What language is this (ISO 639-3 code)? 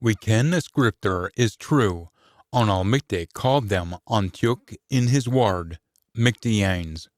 sco